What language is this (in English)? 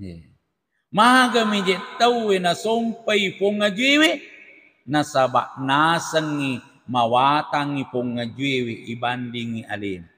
Buginese